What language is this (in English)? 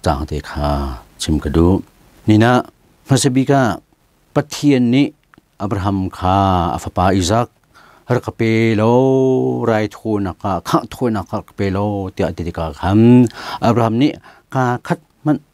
Hakha Chin